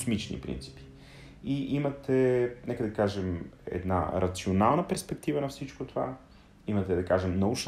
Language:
Bulgarian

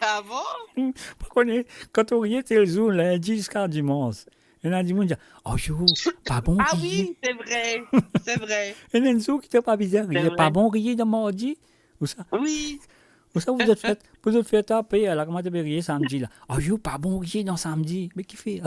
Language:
Morisyen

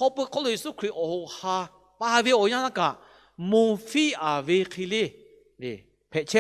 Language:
Lahu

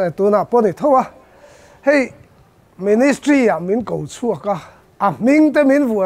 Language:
Mizo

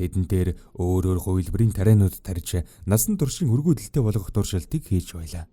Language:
Mongolian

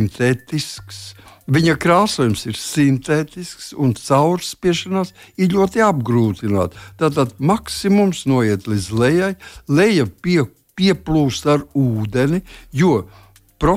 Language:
Latvian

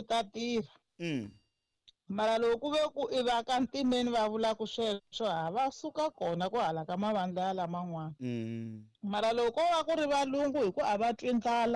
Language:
Tsonga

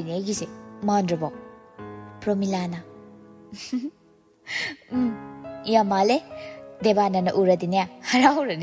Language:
Manipuri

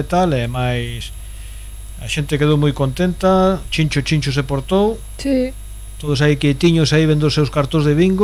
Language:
Galician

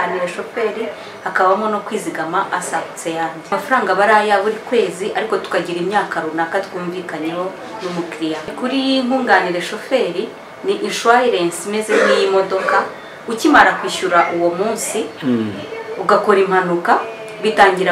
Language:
Kinyarwanda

